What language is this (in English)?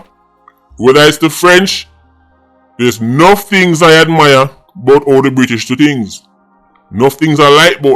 Jamaican Creole English